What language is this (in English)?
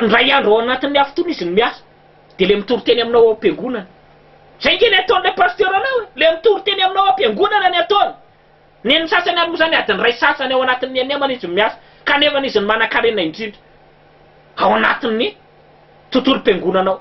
Malagasy